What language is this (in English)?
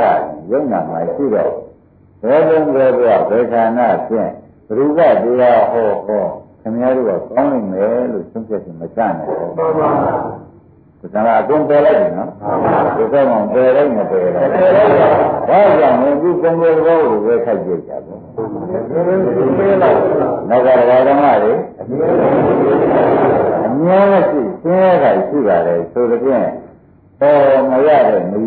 Burmese